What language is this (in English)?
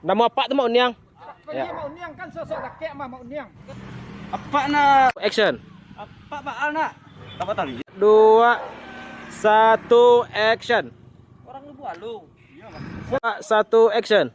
Minangkabau